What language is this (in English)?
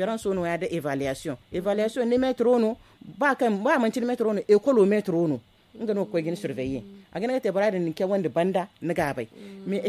Zarma